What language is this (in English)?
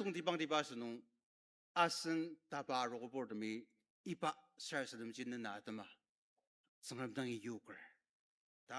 Ao Naga